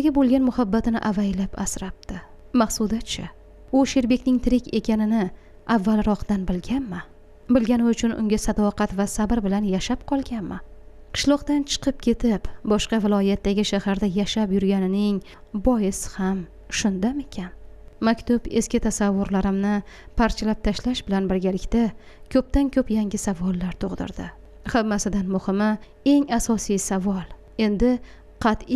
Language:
Uzbek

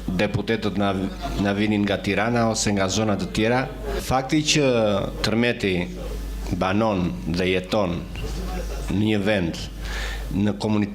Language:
Albanian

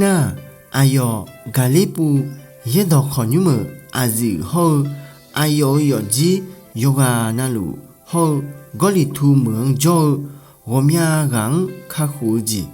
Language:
Akha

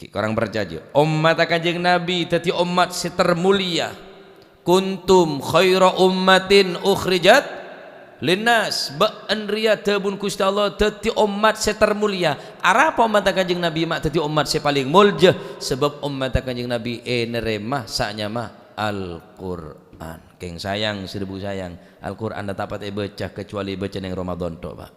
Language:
Madurese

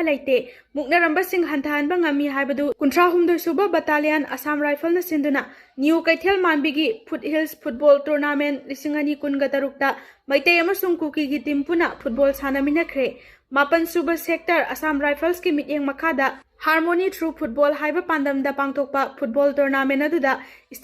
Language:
Manipuri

